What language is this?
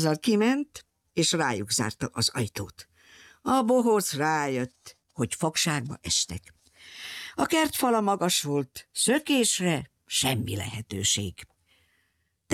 Hungarian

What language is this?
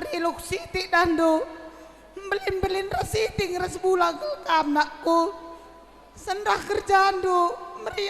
Batak Karo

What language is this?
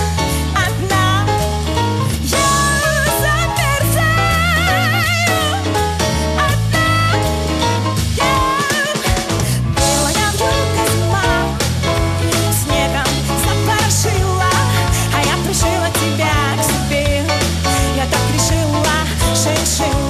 Russian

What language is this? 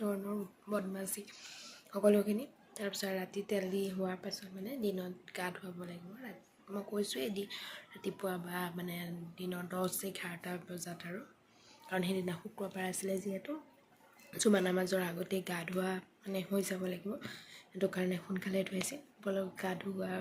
Assamese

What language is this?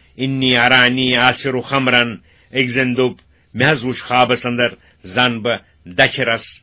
Kashmiri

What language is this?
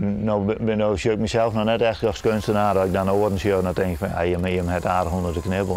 Western Frisian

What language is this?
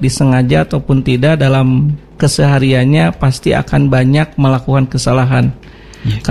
Indonesian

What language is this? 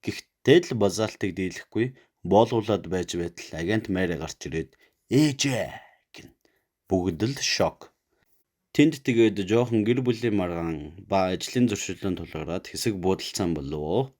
Mongolian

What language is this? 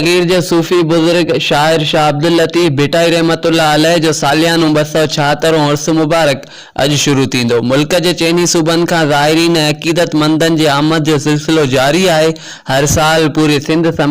Sindhi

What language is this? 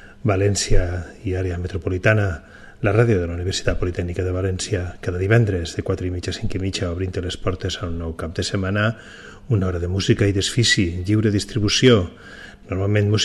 Catalan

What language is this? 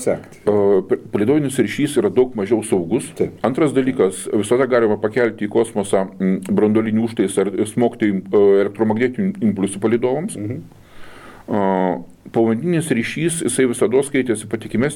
Lithuanian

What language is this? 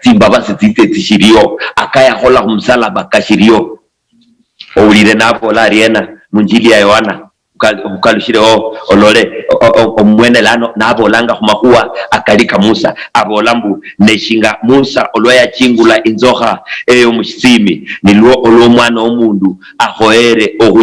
Luyia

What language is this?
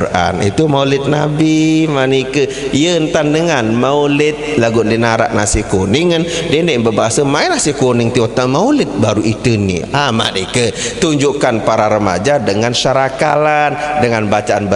Sasak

